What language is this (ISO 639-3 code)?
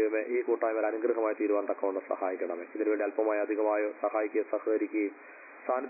mal